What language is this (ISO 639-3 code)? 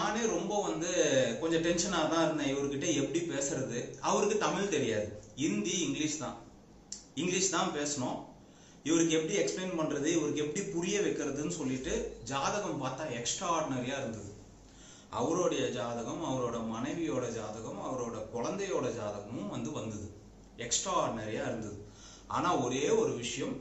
tam